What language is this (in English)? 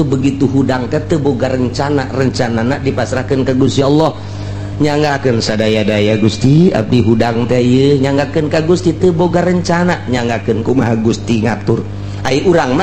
Sundanese